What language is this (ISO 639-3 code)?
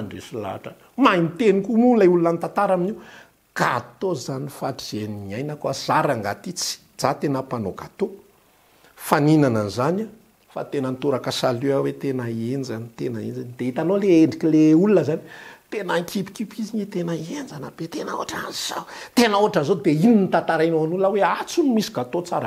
mlg